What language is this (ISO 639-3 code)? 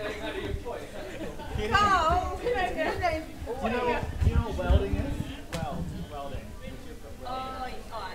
mri